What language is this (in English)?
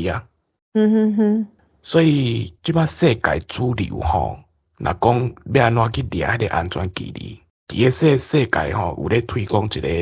Min Nan Chinese